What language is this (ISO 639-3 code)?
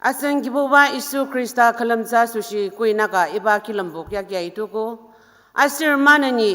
njo